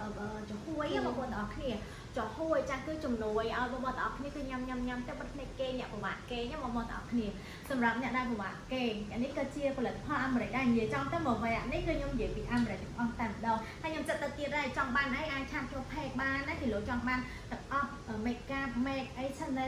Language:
Khmer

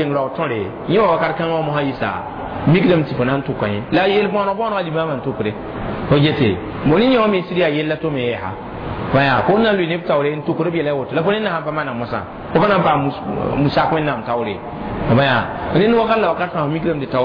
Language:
Mossi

